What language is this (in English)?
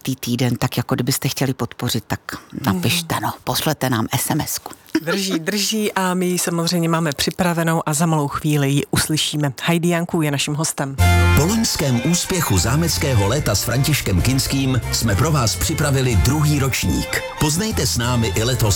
Czech